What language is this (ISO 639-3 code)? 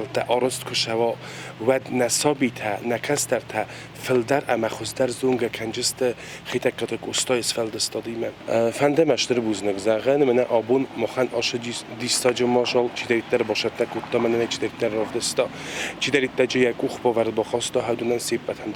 oss